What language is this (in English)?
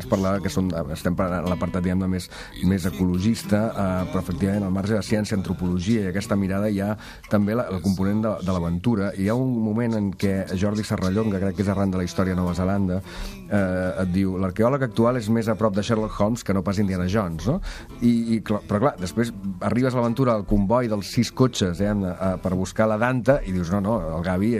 Catalan